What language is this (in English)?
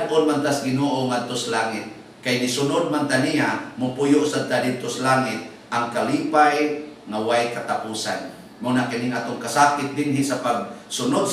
Cebuano